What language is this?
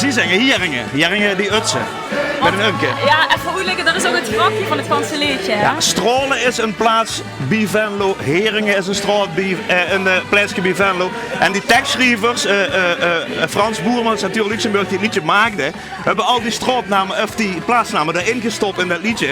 Limburgish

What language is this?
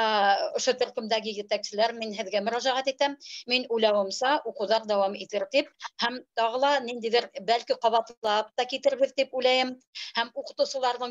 Bashkir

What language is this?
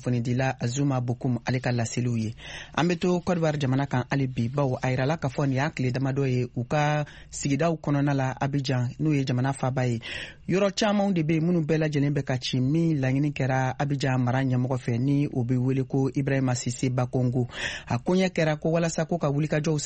Bambara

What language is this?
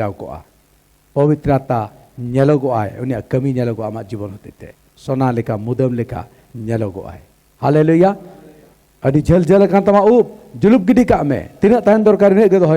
Santali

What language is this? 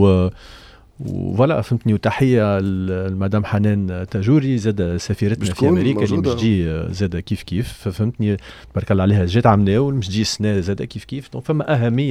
Tunisian Arabic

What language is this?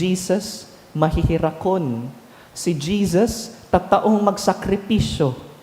Bikol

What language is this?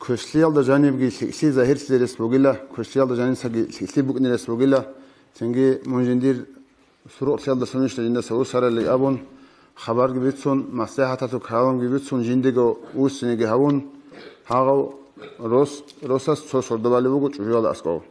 Avaric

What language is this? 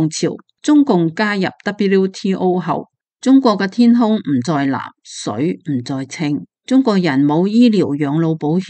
Cantonese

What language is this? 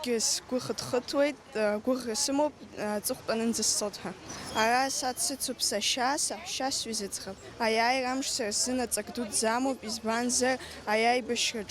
Abkhazian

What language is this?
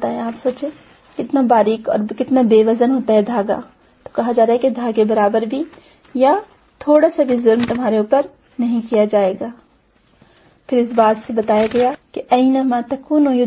Urdu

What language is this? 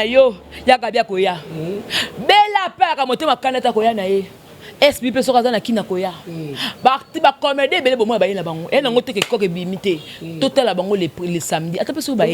Lingala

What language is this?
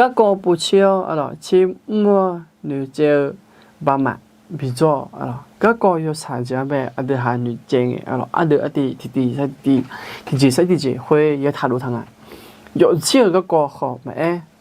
Akha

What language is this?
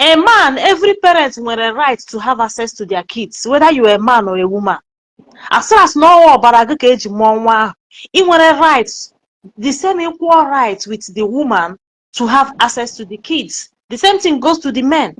Igbo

